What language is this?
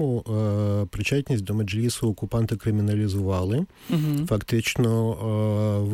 Ukrainian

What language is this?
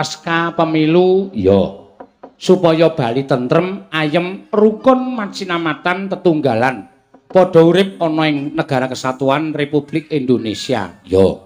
Javanese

